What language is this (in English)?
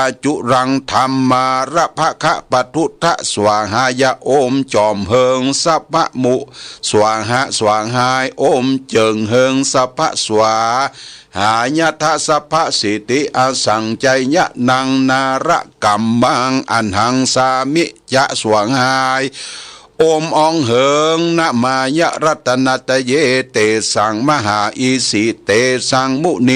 Pali